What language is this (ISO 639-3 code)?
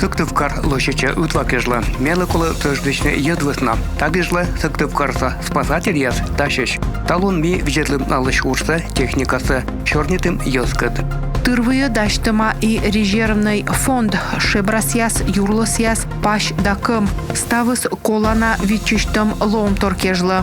kom